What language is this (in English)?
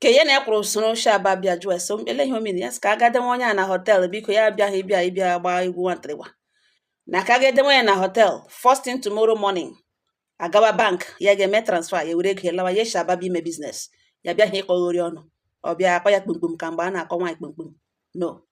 Igbo